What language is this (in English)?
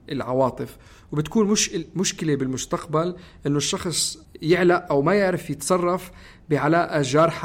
North Levantine Arabic